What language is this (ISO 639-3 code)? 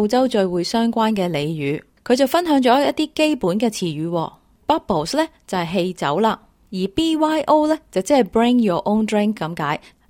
yue